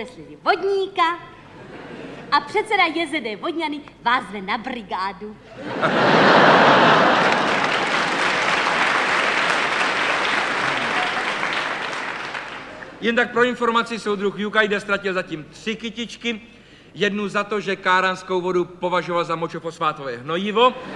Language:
Czech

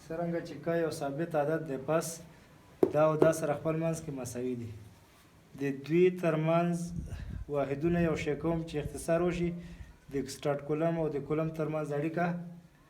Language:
Pashto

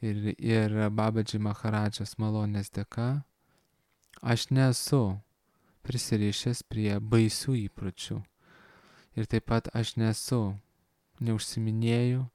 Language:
Lithuanian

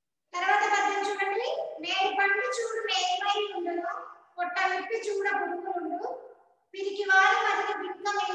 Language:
Telugu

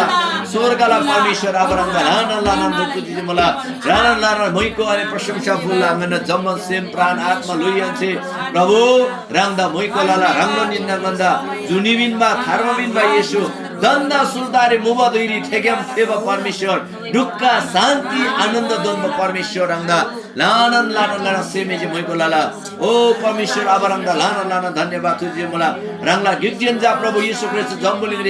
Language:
Eastern Tamang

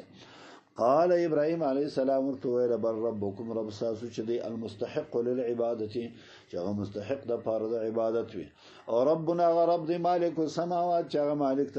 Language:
Pashto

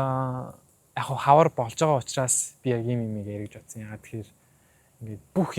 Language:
Mongolian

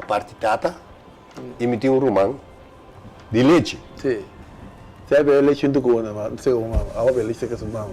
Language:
Papiamento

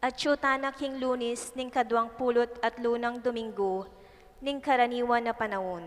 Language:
Pampanga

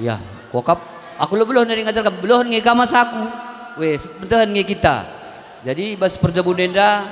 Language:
Batak Karo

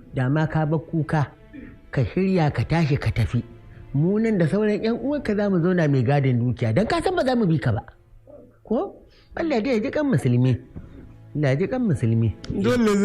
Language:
Hausa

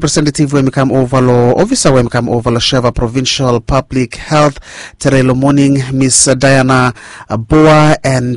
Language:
Bislama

